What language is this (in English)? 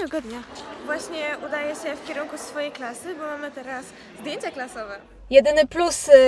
Polish